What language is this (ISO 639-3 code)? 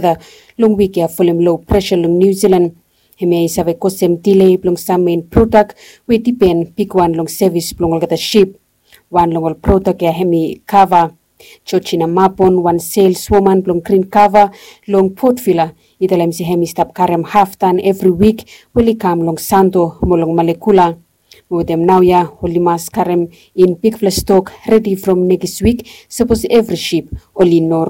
bis